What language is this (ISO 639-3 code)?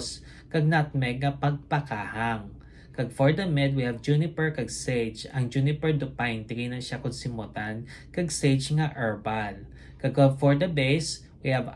hil